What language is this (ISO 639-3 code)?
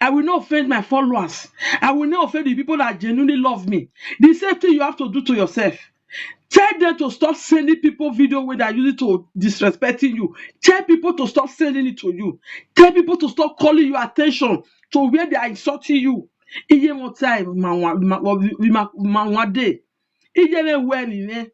pcm